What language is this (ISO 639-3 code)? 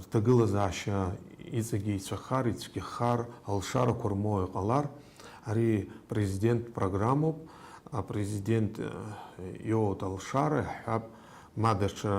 abk